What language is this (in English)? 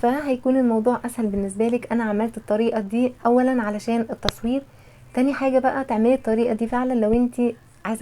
Egyptian Arabic